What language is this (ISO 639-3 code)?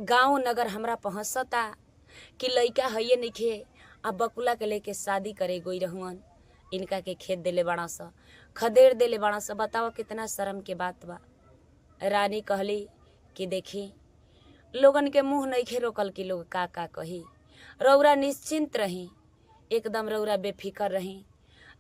bho